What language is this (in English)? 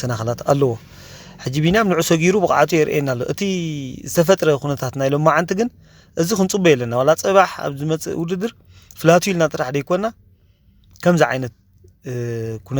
Tigrinya